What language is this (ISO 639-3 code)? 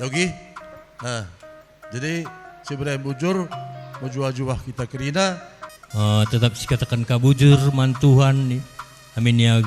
btx